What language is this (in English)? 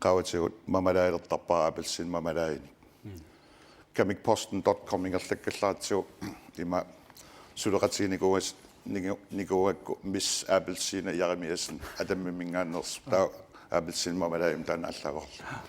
Kalaallisut